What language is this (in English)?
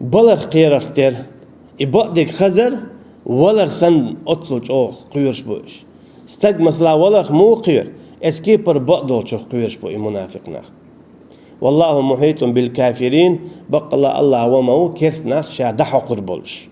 Chechen